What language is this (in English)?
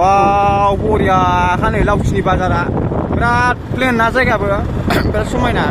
Bodo